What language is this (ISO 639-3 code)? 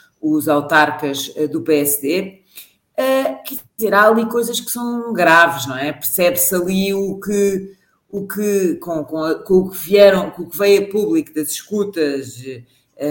por